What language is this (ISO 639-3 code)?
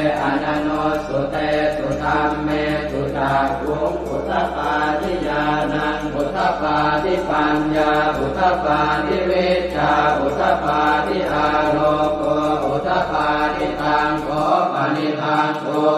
pli